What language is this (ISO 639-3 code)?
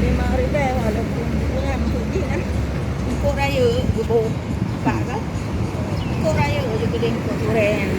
ace